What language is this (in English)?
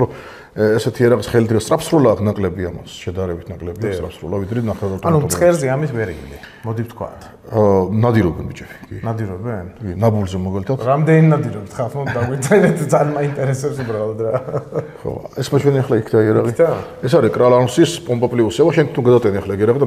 Georgian